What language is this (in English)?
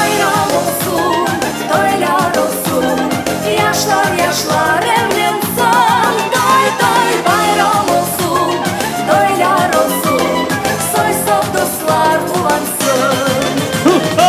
Crimean Tatar